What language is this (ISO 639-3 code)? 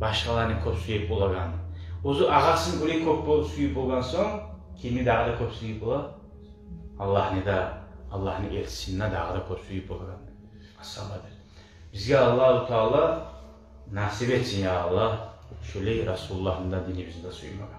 kum